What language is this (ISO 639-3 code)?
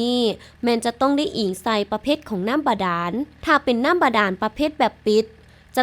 lao